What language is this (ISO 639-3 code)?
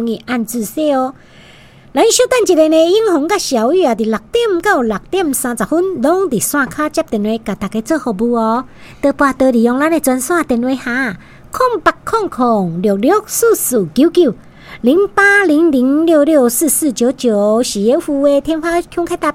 nan